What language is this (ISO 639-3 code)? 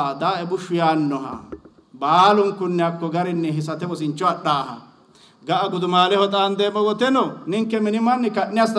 sid